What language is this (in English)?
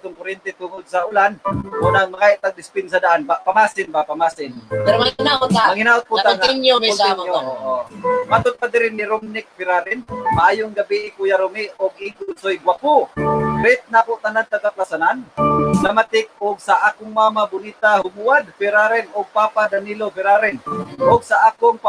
Cebuano